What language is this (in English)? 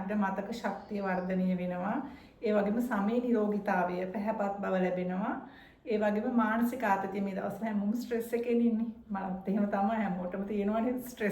Sinhala